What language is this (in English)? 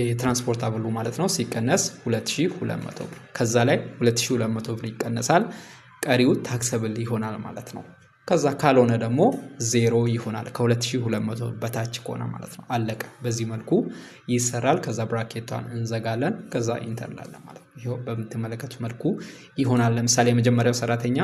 Amharic